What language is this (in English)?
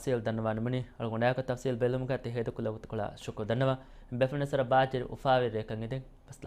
Divehi